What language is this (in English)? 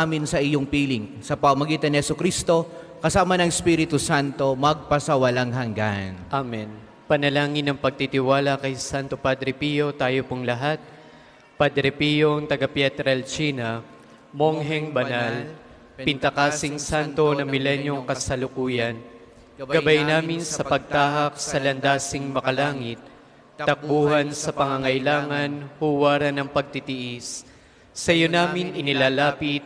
Filipino